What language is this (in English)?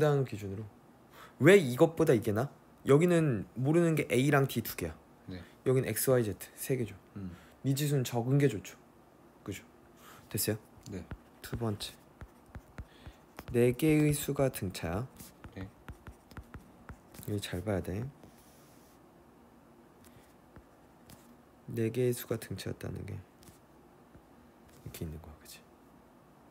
Korean